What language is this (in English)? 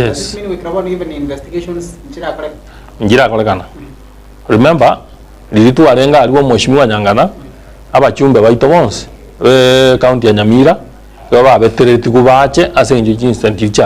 Gusii